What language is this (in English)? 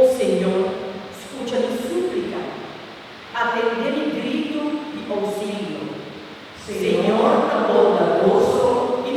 Papiamento